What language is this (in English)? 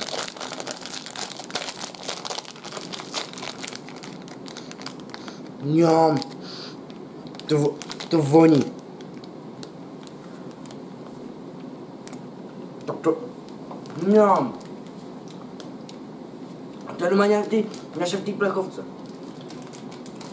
Czech